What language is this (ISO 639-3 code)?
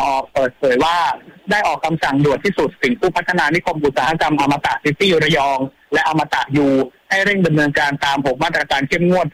tha